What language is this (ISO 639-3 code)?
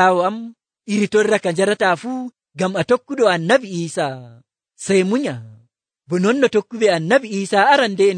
fuv